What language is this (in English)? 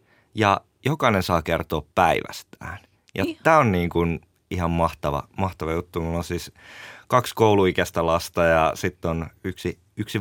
Finnish